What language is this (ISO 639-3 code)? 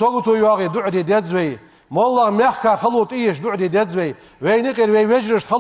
inh